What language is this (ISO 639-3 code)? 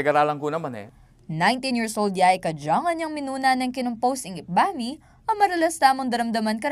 pam